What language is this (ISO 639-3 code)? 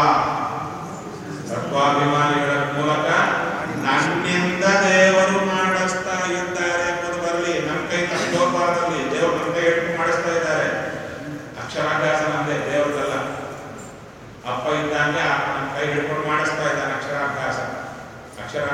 kan